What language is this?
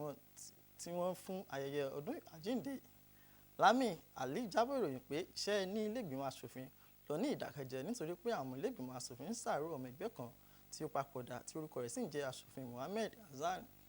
Yoruba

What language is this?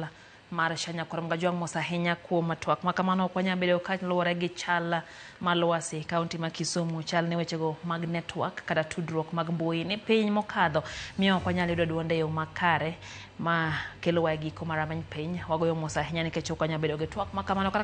Luo (Kenya and Tanzania)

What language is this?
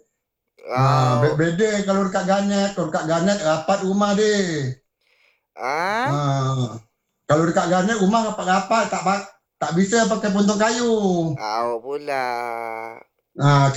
Malay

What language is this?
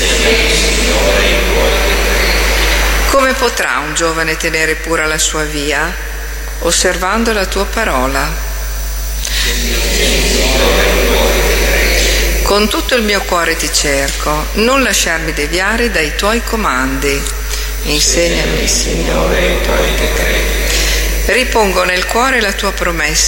Italian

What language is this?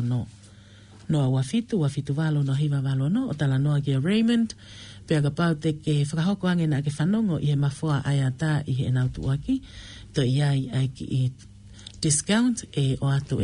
Tongan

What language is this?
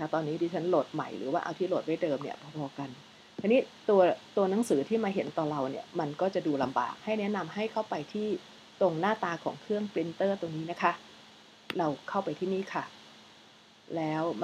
Thai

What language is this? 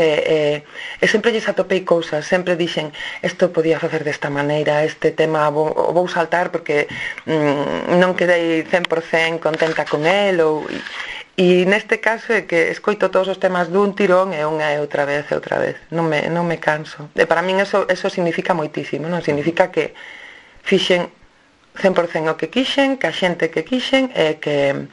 Galician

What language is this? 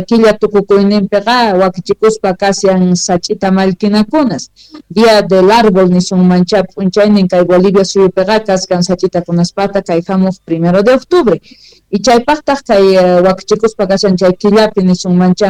Quechua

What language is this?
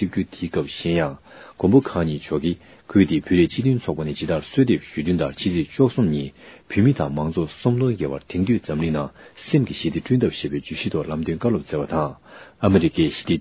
Tibetan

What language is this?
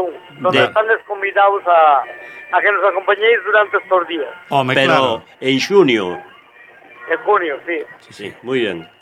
Galician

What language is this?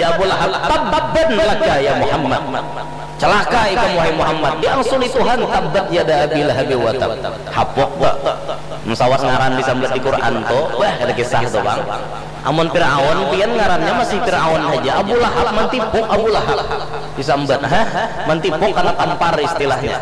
Banjar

